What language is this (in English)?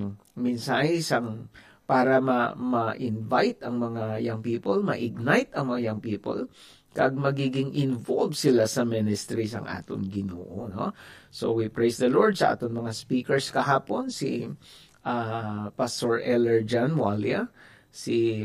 Hiligaynon